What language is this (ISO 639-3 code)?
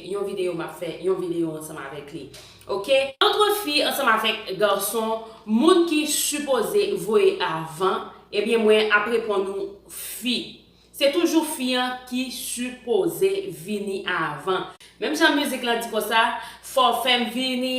hat